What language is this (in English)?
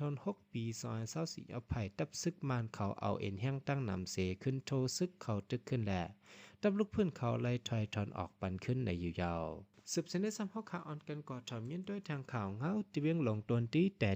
Shan